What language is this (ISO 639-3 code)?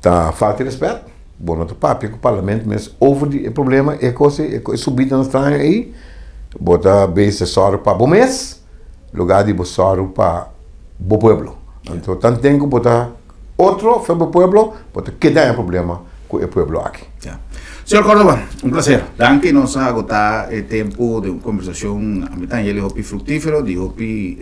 pap